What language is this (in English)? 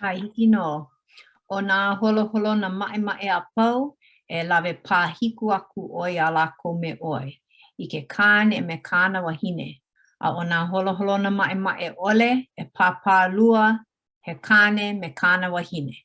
Hawaiian